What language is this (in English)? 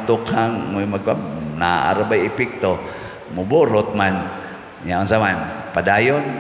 Cebuano